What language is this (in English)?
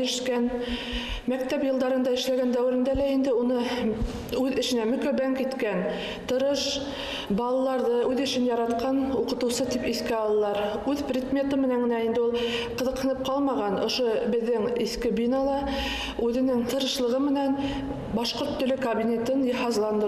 Bashkir